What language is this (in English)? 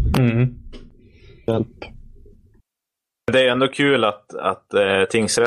Swedish